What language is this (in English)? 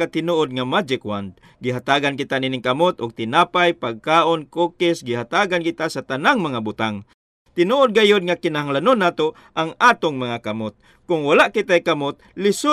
Cebuano